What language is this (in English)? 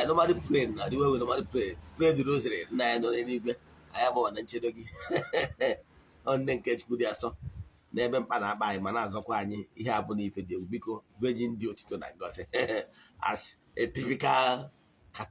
Igbo